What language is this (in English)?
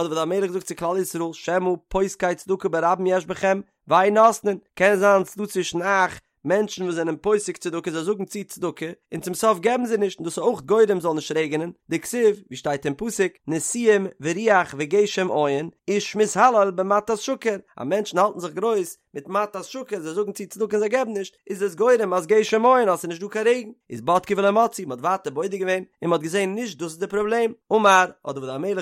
Yiddish